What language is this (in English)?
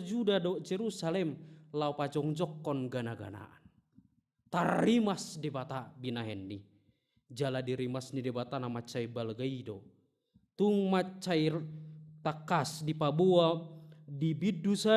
Batak Toba